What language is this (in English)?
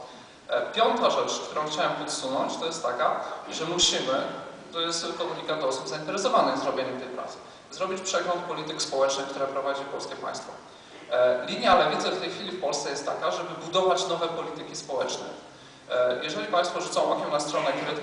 Polish